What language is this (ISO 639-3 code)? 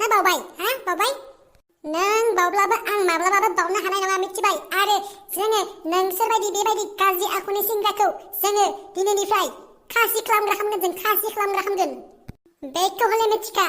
brx